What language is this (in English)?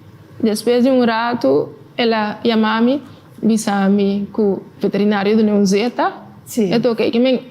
Papiamento